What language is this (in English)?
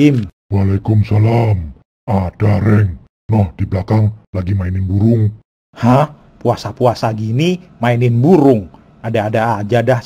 Betawi